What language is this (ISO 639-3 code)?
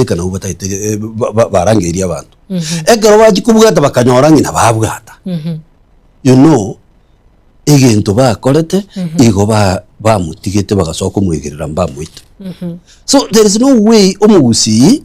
guz